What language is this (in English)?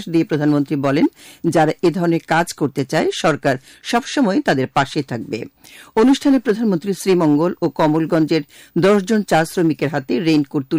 Bangla